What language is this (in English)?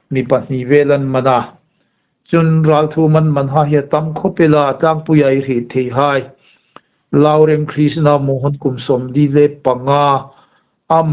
Hmar